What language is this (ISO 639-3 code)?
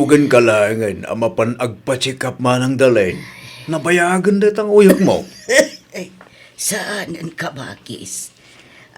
ilo